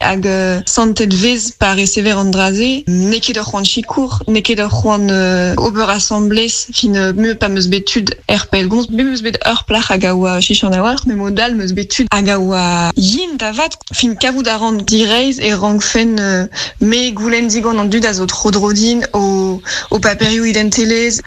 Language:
Breton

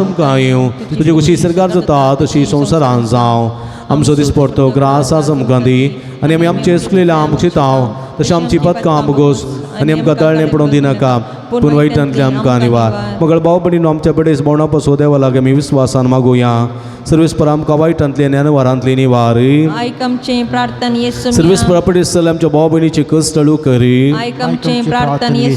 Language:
Konkani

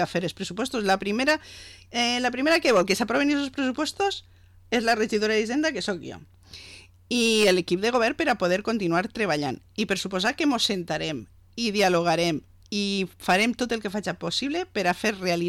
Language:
Catalan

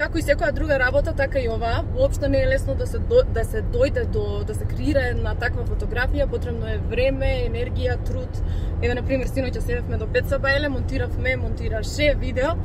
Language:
Macedonian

